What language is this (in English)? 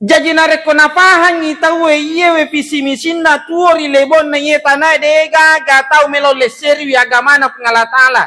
Buginese